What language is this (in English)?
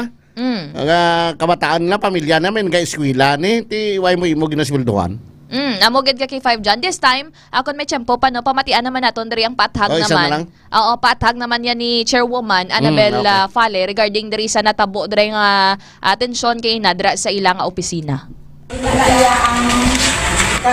Hiligaynon